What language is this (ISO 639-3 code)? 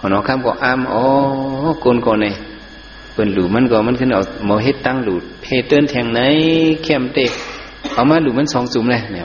shn